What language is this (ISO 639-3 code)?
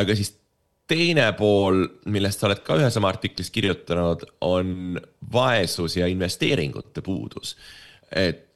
est